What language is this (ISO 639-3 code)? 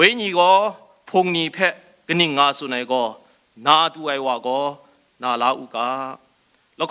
kac